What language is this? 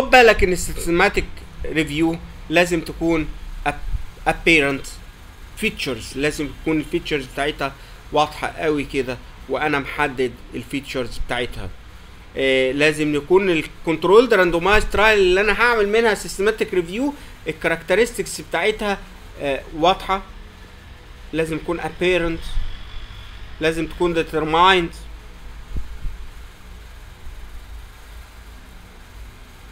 Egyptian Arabic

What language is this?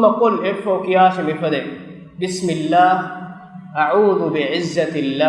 Divehi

